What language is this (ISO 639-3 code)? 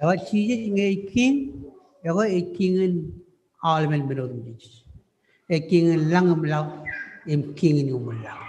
mah